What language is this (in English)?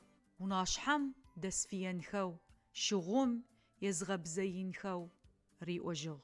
Adyghe